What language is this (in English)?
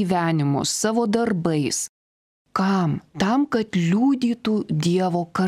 Lithuanian